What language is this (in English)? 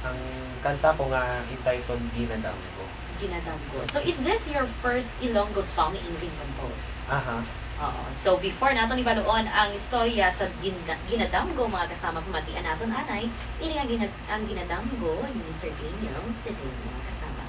Hiligaynon